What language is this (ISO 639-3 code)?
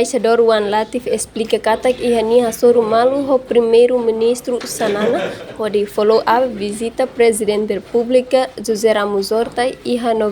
tet